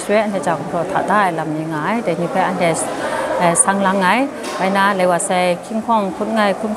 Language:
Kachin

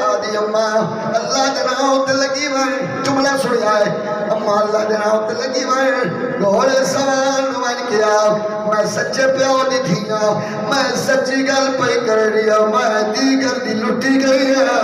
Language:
Saraiki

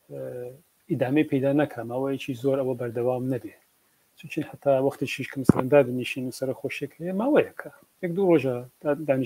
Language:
Central Kurdish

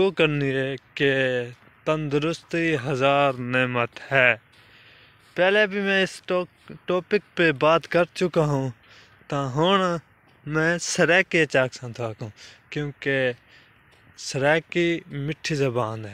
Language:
Saraiki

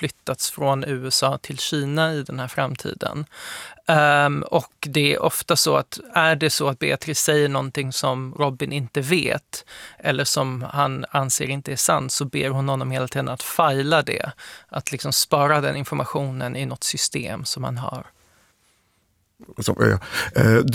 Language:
Swedish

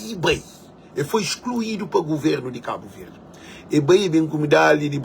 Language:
Kabuverdianu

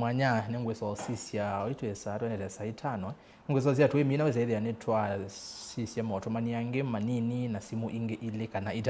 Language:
Kamba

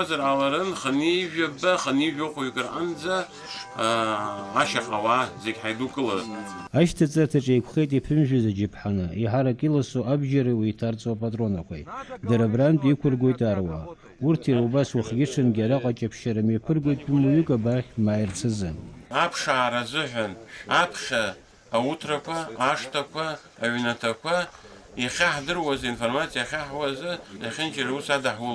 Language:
Abkhazian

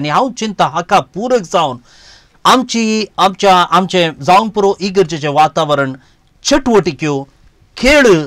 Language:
Konkani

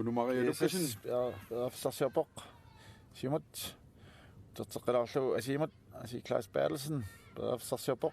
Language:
Kalaallisut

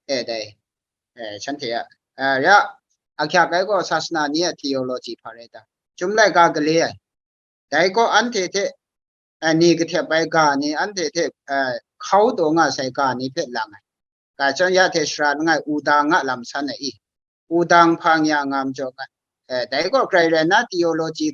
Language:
Kachin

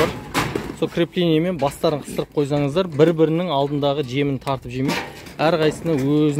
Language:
Kazakh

